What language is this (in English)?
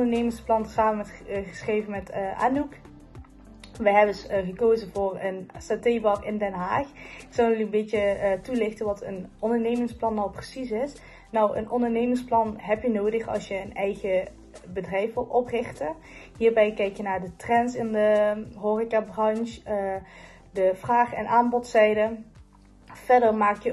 Dutch